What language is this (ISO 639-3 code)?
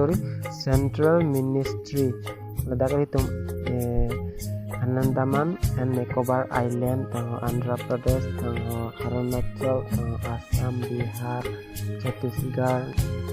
mjw